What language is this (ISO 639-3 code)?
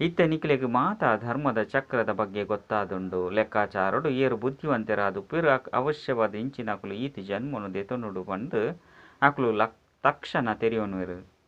tcy